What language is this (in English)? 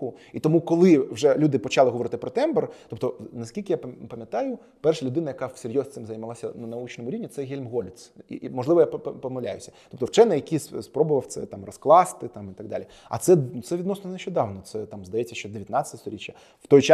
Ukrainian